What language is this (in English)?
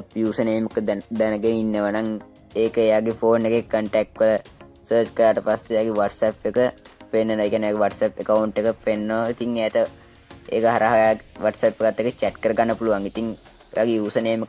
Sinhala